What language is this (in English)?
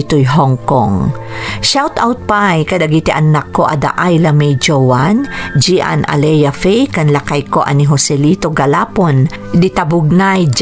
Iloko